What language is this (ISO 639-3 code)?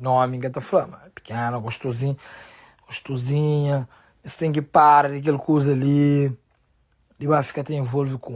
kea